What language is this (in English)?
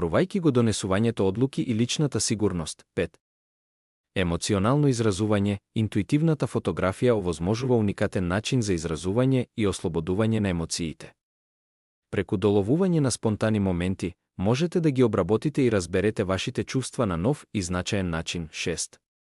Macedonian